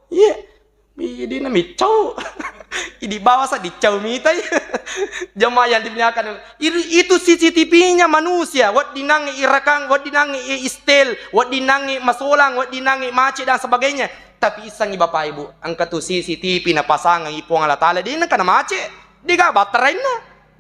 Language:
Buginese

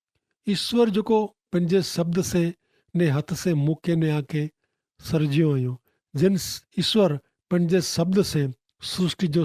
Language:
Kachhi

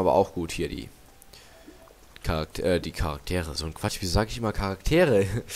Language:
German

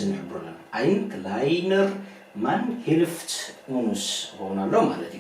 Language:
Tigrinya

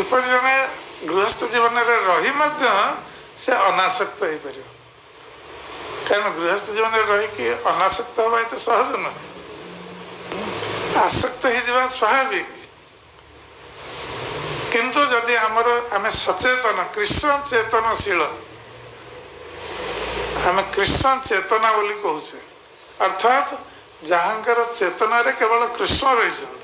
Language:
Odia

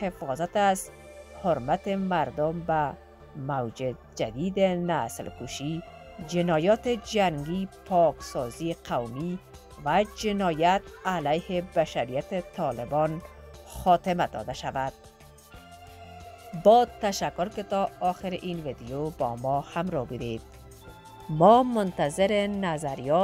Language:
Persian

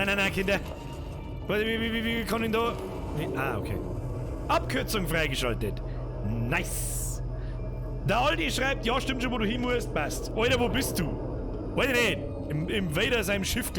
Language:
Bavarian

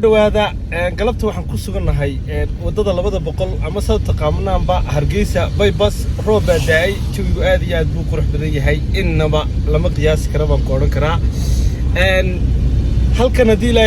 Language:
Somali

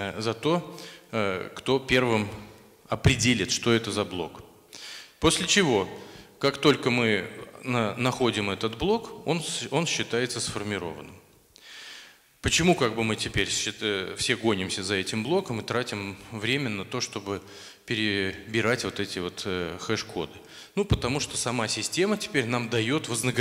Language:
Russian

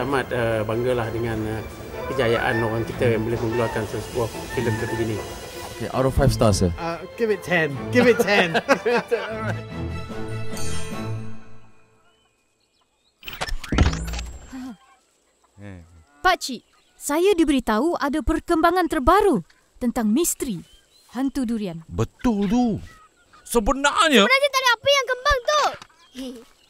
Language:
Malay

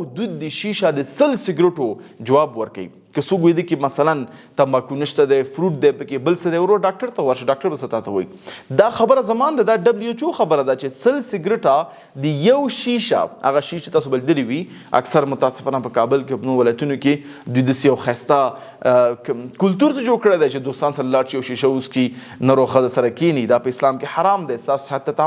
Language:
Pashto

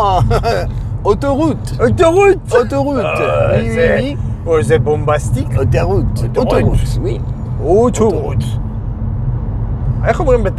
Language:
Hebrew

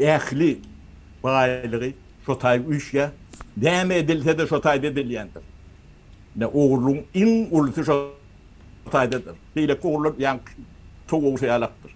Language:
Turkmen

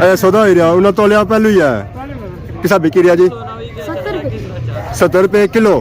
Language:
Pahari-Potwari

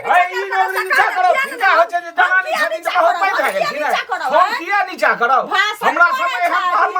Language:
Maithili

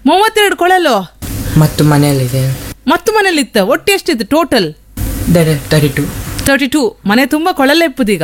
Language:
Kannada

